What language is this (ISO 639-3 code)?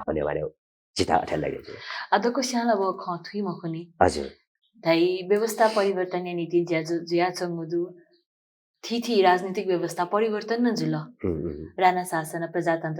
new